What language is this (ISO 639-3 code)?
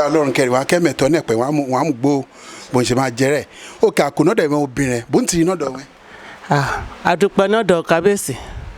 yor